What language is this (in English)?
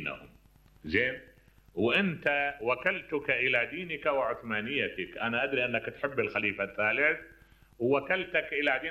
Mesopotamian Arabic